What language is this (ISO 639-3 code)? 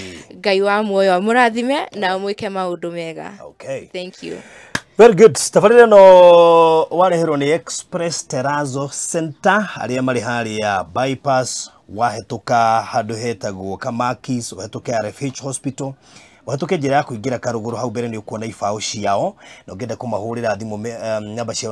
kik